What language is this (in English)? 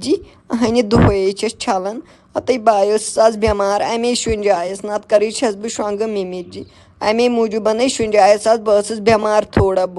Kashmiri